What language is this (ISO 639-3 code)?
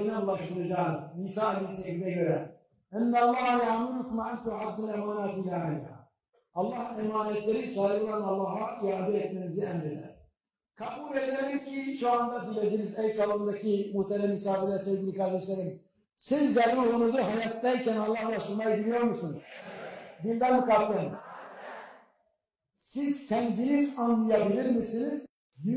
tur